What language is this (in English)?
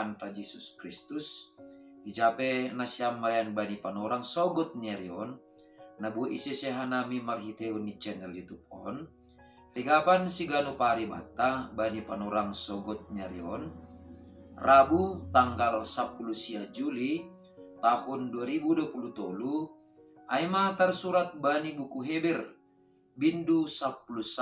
Batak Simalungun